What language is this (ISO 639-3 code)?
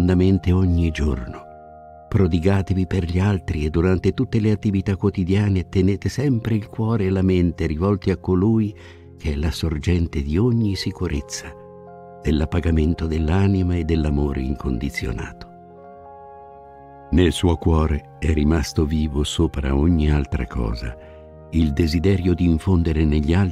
ita